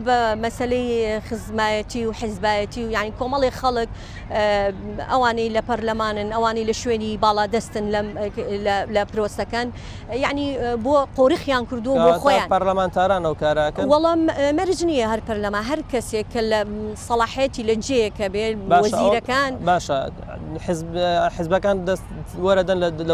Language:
Central Kurdish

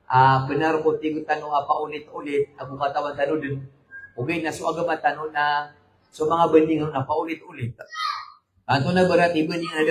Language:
Maranao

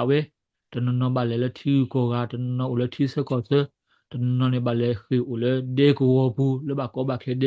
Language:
S'gaw Karen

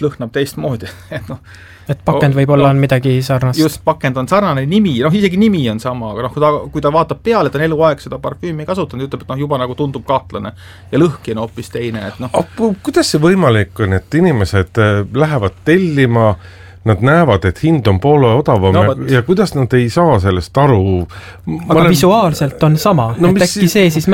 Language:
Estonian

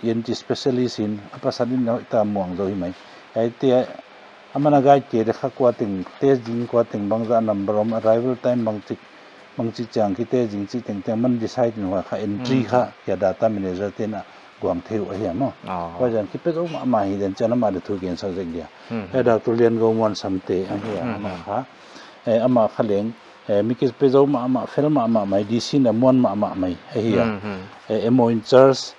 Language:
Paite Chin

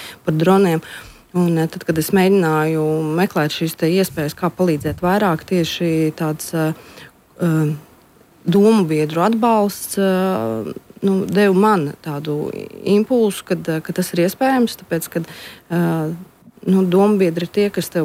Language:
Latvian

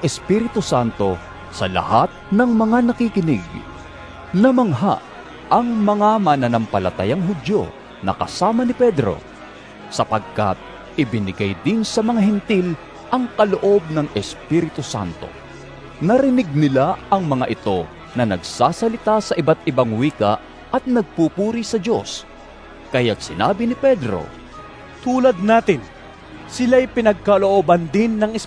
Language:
Filipino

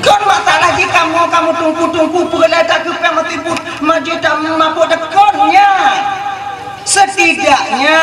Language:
Achinese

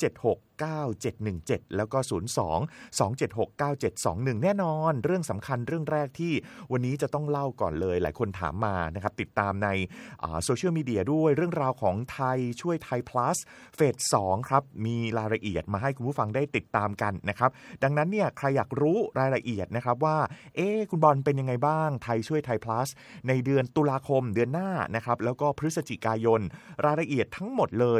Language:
Thai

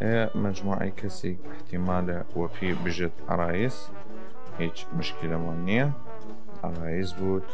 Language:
Southern Kurdish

